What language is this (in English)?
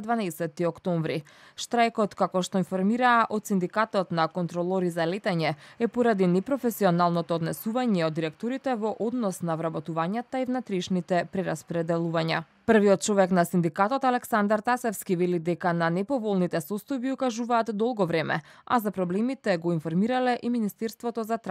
Macedonian